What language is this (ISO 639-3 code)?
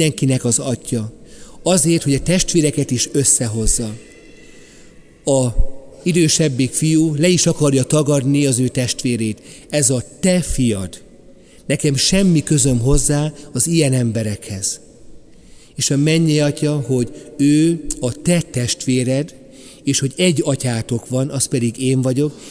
hun